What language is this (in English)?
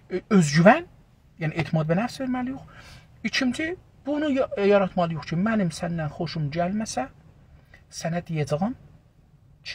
South Azerbaijani